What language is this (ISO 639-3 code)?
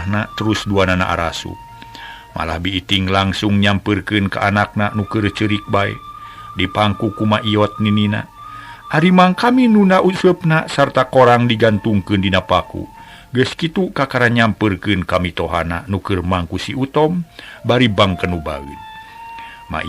sun